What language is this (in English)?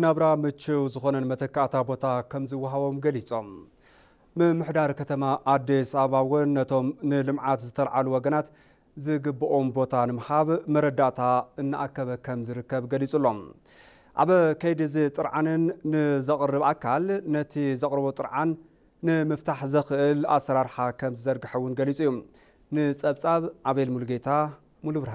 Tigrinya